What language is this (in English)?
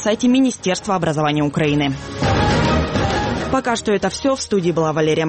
Russian